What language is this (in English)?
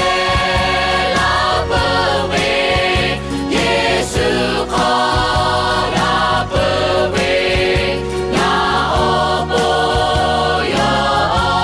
Lahu